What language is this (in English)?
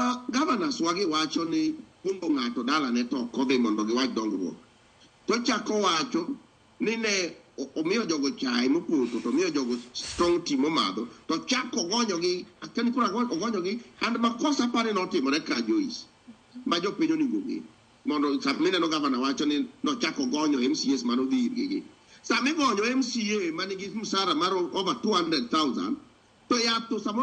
Luo (Kenya and Tanzania)